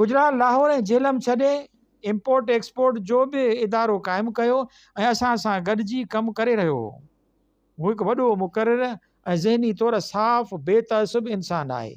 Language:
Sindhi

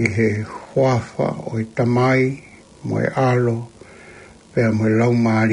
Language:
Tongan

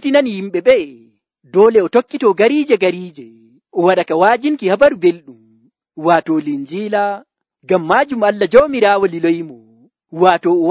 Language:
Nigerian Fulfulde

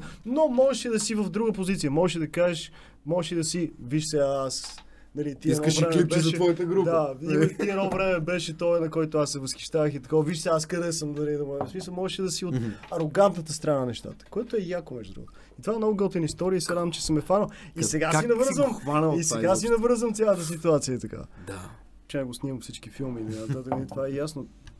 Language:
Bulgarian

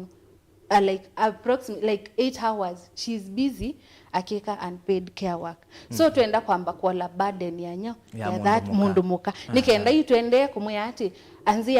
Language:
Kamba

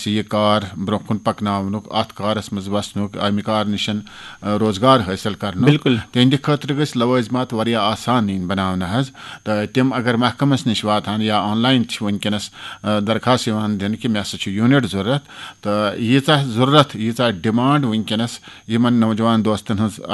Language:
Kashmiri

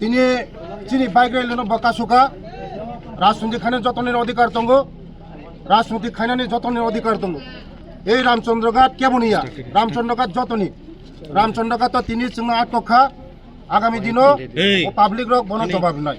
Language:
Kok Borok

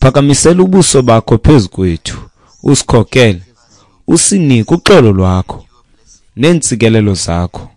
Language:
Xhosa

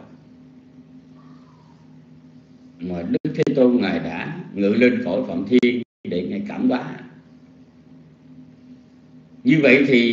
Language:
Vietnamese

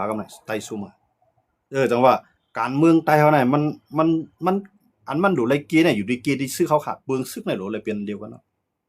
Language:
Shan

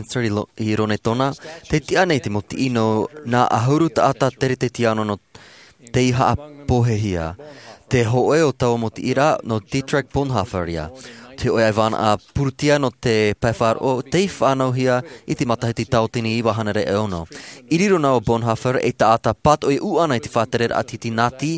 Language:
Tahitian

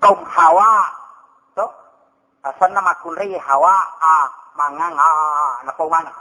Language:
Buginese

